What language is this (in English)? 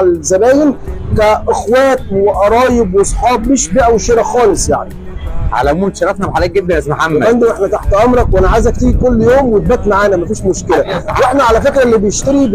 Egyptian Arabic